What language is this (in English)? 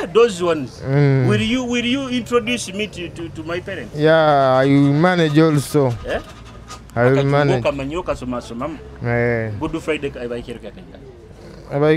Nyoro